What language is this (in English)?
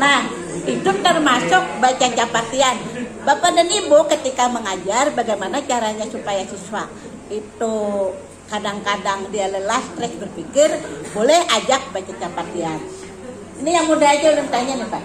Banjar